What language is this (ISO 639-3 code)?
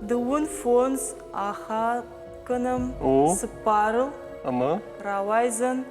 oss